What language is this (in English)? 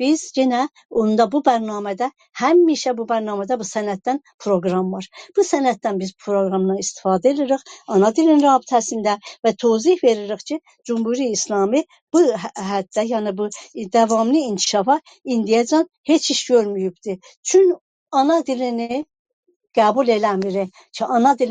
South Azerbaijani